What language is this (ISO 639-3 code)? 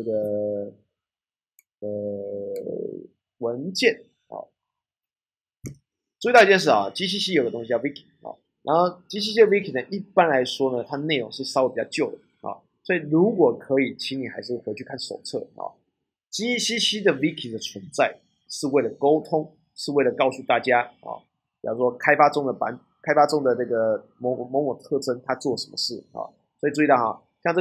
zho